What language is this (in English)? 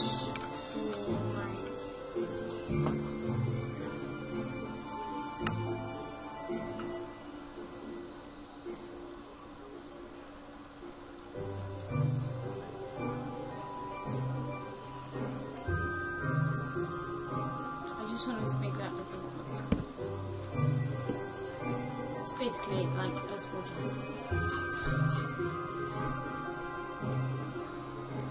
English